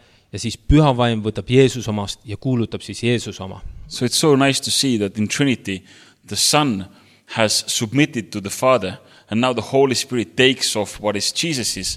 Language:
Estonian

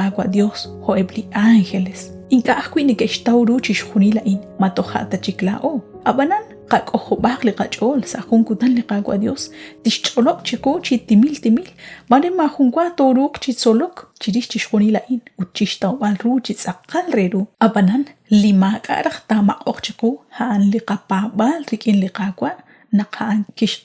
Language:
Kekchí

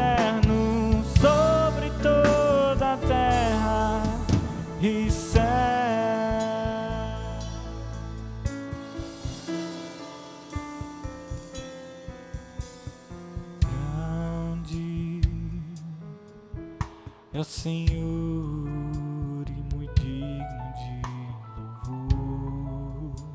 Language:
Portuguese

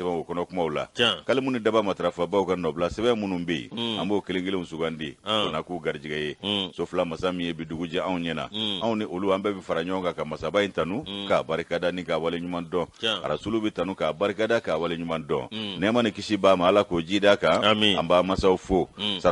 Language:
Bambara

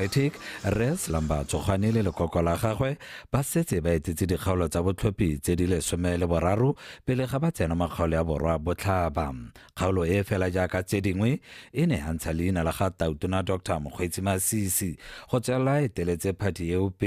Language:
Tswana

